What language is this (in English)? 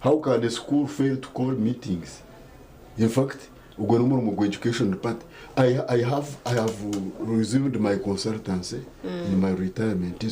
Nyankole